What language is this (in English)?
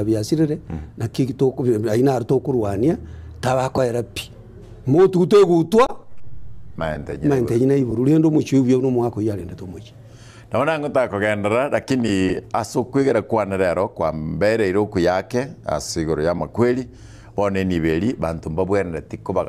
Gusii